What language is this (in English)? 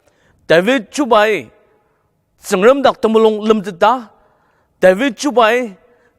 Ao Naga